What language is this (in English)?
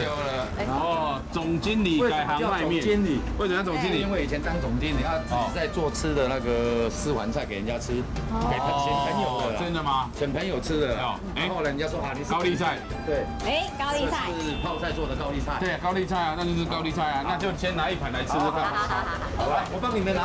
Chinese